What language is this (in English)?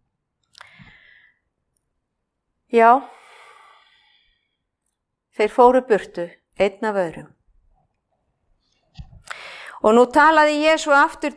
Icelandic